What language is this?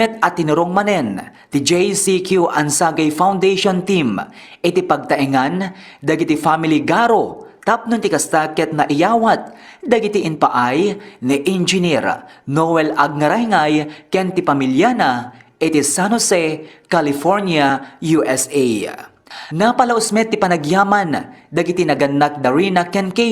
Iloko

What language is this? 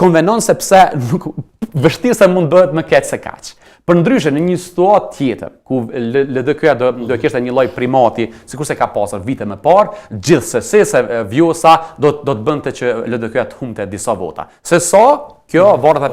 Albanian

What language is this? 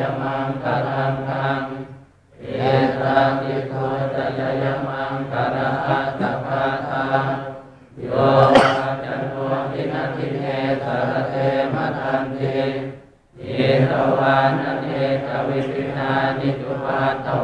Pali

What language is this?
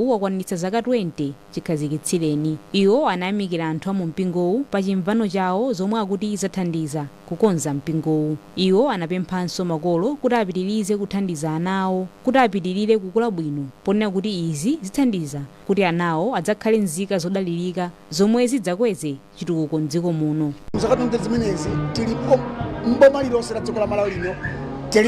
Nyanja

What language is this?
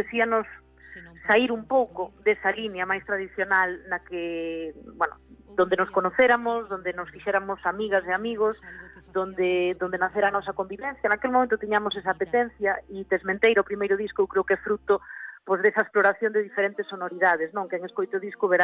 Galician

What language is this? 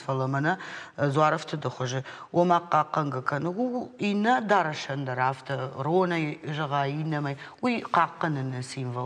Ossetic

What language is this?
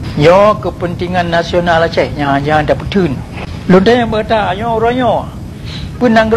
Achinese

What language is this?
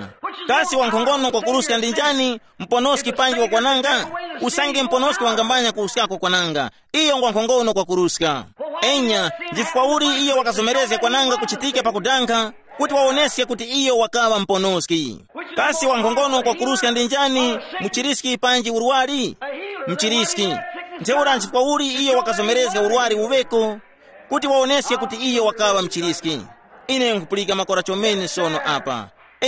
Tumbuka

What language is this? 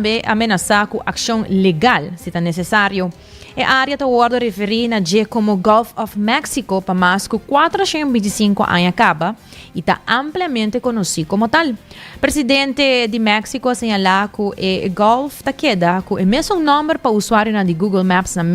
Papiamento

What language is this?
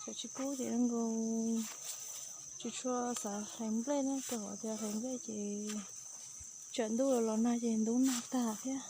Hmong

